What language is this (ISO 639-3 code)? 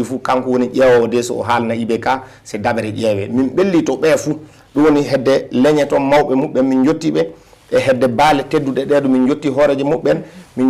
ful